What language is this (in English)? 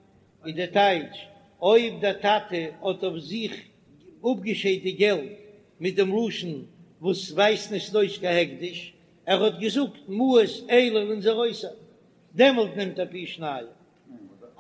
Yiddish